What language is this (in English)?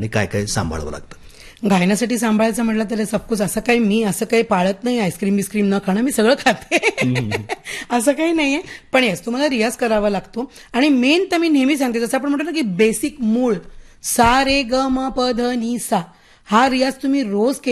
Marathi